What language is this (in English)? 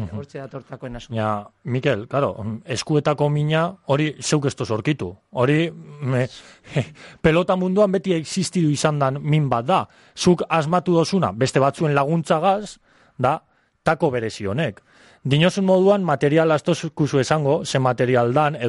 Basque